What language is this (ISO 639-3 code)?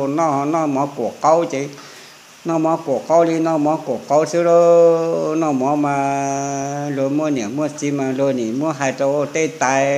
vie